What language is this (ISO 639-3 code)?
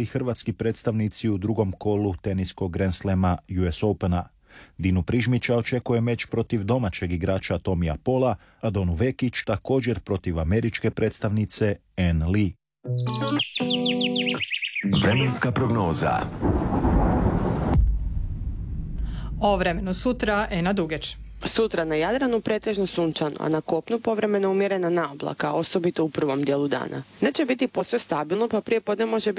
hrv